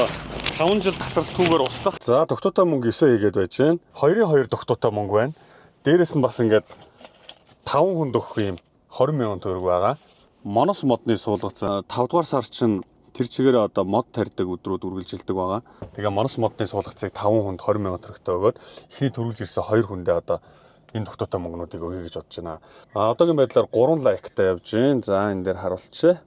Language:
Mongolian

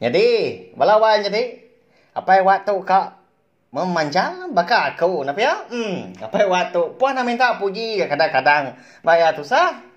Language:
Iban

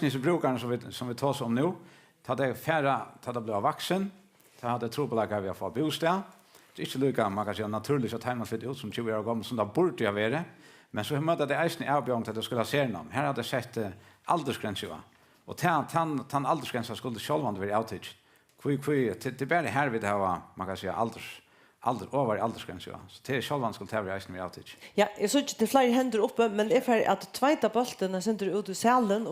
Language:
Faroese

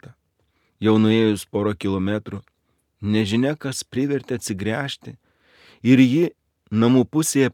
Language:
Lithuanian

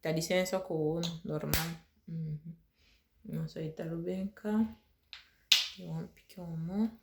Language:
Saramaccan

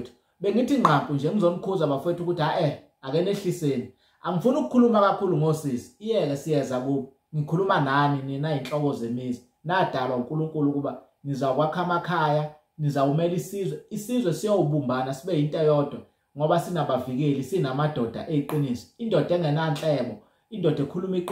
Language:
Zulu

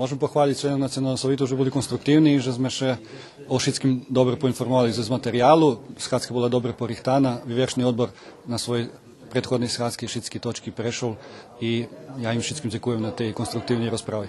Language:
Rusyn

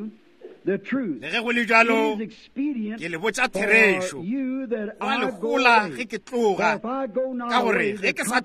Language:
Northern Sotho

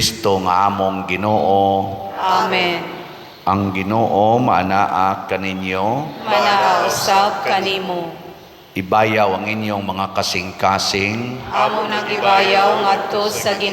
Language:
Cebuano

